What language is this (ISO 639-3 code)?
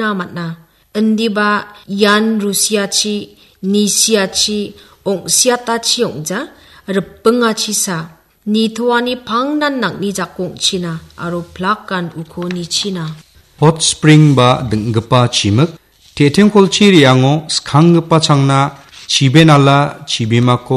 grt